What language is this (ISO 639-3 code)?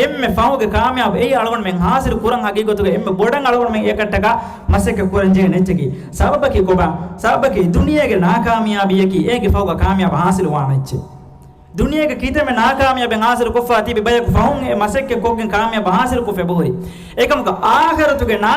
div